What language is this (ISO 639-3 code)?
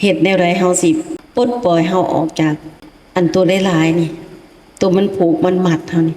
lao